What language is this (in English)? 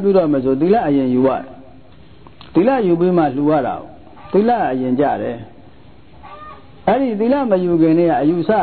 Burmese